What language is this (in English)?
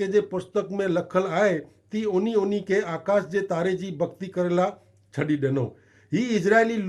Kachhi